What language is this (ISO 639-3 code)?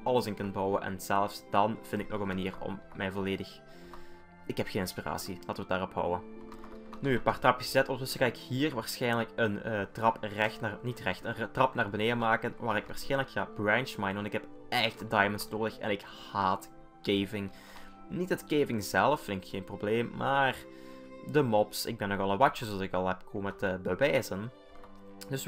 nld